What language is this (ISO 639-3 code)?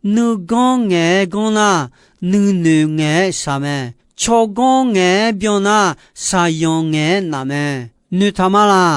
ahk